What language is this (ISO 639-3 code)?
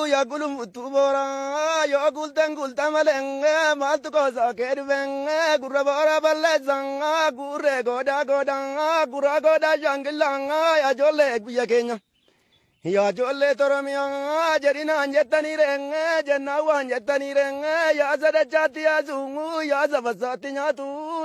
orm